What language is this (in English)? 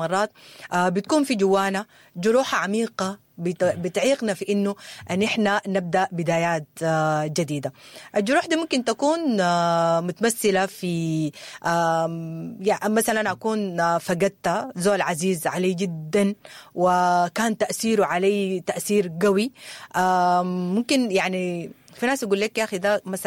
Sudanese Arabic